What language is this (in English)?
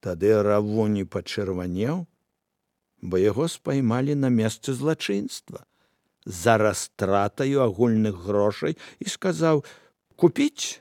Belarusian